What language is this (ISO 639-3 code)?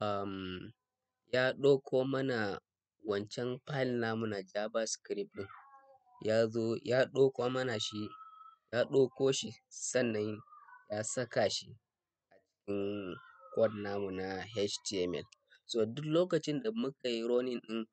hau